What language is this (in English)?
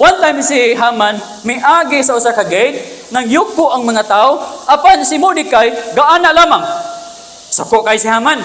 Cebuano